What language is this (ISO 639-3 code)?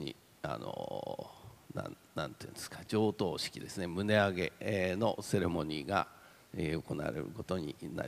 jpn